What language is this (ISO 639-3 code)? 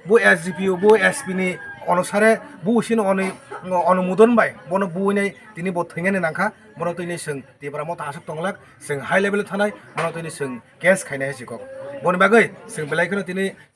trp